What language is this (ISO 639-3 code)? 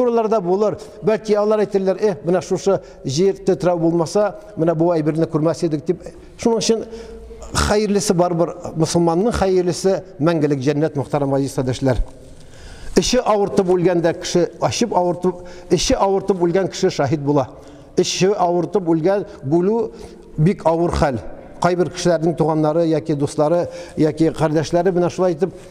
tat